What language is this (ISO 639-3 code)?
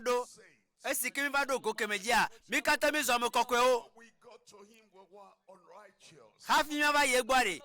ewe